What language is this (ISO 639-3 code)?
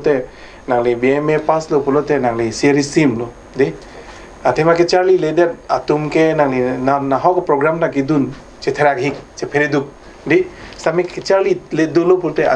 mjw